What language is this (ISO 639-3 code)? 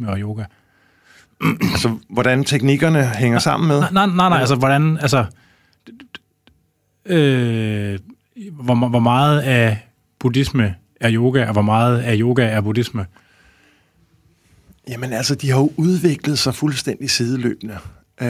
dan